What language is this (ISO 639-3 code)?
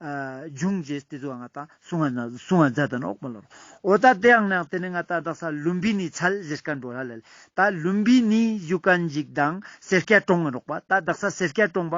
lbj